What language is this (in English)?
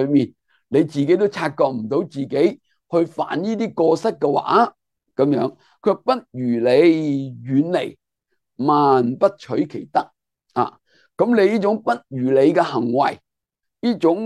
Cantonese